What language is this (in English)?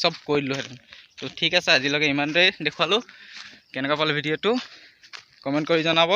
Assamese